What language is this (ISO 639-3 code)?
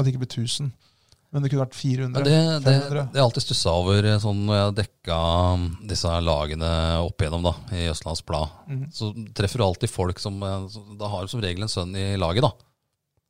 nor